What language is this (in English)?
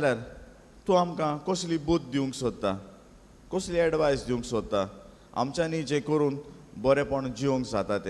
Konkani